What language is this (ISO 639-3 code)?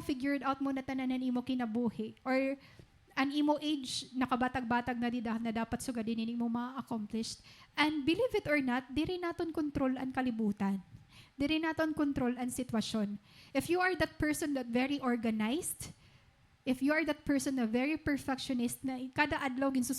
war